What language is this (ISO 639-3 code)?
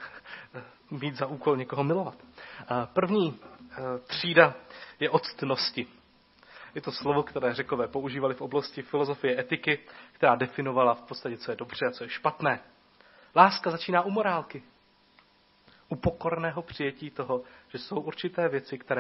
ces